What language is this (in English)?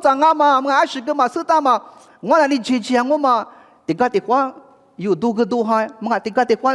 Lisu